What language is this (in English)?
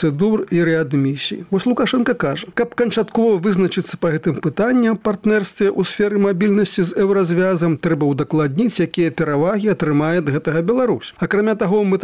Belarusian